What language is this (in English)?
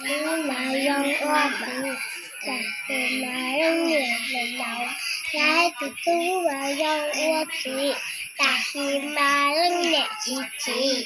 Hmong